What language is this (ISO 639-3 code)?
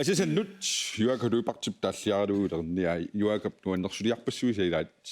kal